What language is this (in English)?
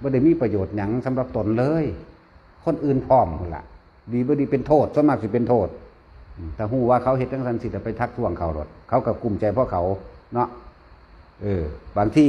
Lao